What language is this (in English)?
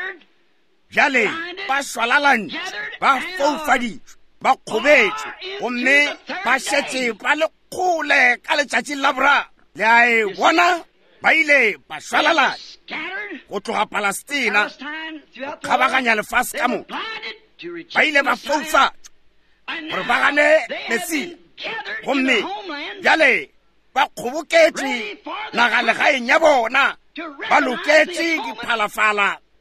Northern Sotho